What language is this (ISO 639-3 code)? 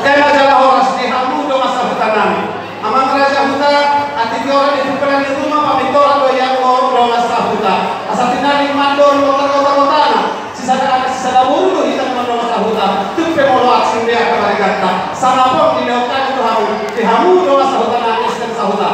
bbc